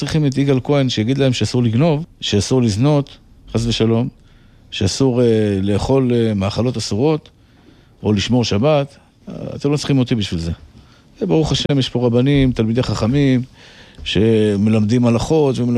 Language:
Hebrew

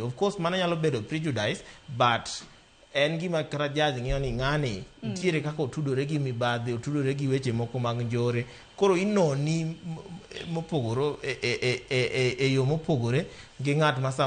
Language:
Luo (Kenya and Tanzania)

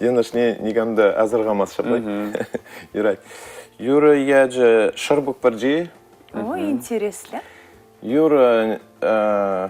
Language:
Chuvash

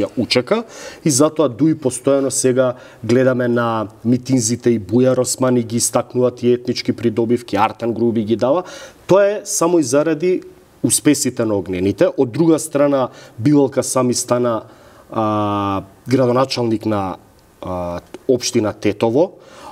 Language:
Macedonian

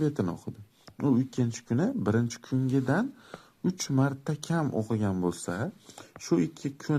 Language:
Uzbek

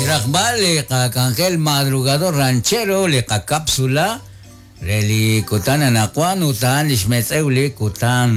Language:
Kekchí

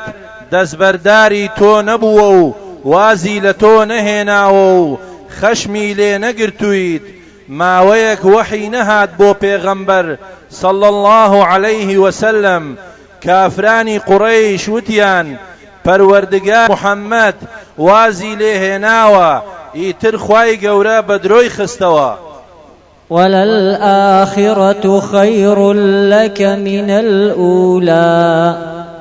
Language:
Central Kurdish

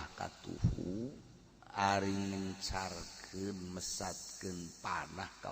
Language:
Sundanese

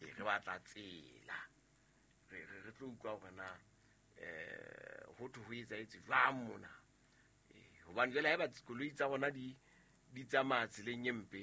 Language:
Southern Sotho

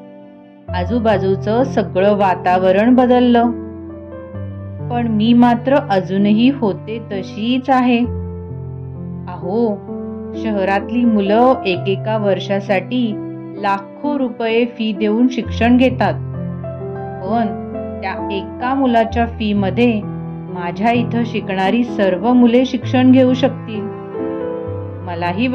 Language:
Marathi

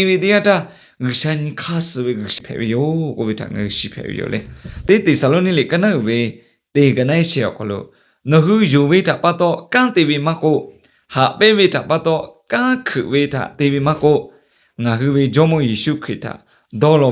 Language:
Lahu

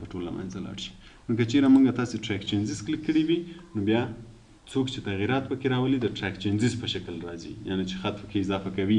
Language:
Pashto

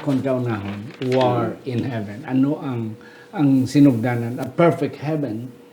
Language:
Hiligaynon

